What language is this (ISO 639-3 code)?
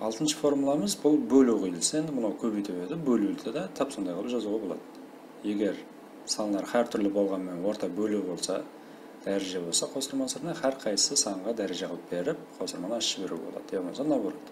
kaa